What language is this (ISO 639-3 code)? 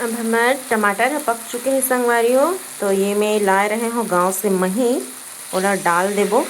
hne